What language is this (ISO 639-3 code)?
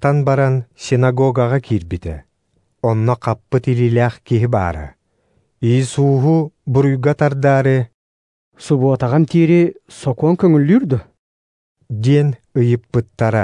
sah